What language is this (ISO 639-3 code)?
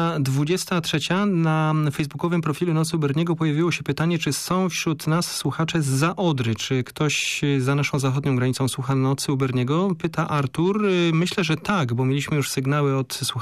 pol